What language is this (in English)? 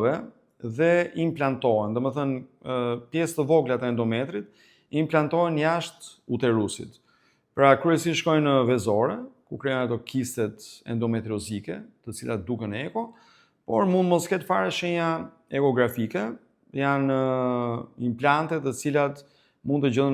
Albanian